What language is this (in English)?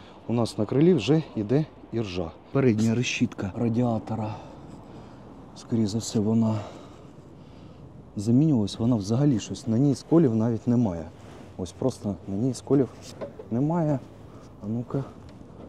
Ukrainian